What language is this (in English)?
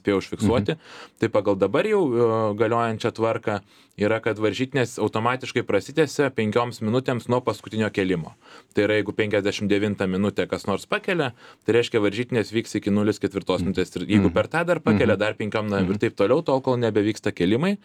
Lithuanian